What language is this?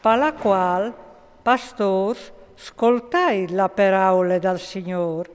Friulian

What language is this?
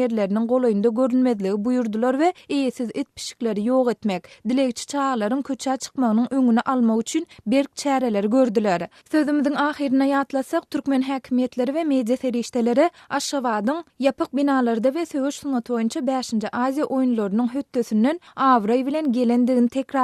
Turkmen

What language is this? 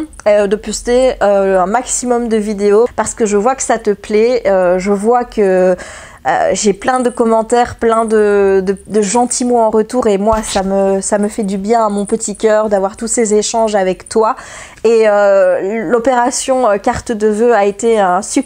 French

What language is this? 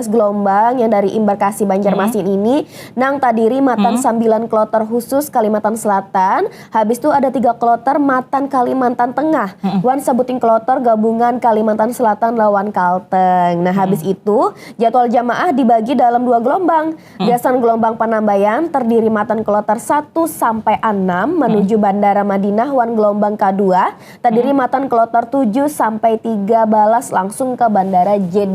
Banjar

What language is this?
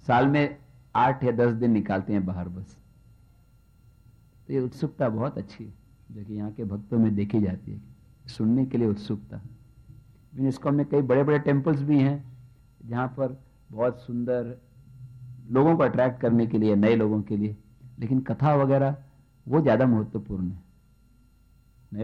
Hindi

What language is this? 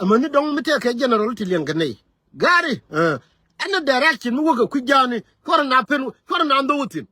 Nuer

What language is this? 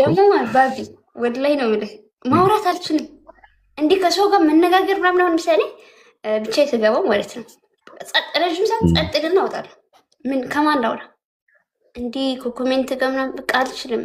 Amharic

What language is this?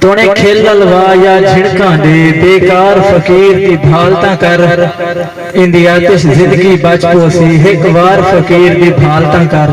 Saraiki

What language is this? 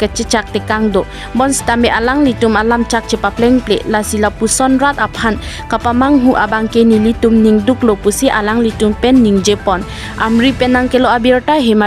Karbi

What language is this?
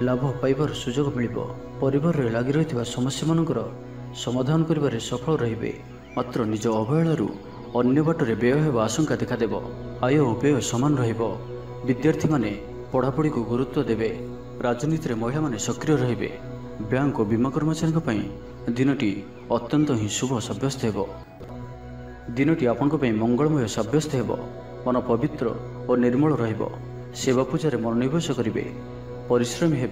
Odia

